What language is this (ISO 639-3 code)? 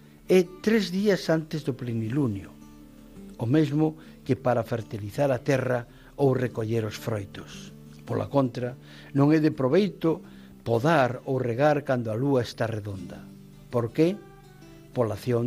glg